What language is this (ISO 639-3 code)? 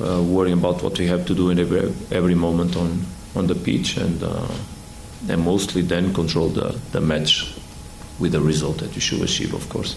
ven